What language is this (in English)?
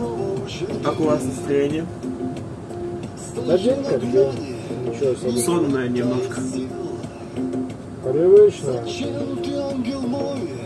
Russian